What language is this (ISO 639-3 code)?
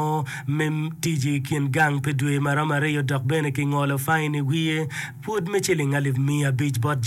ach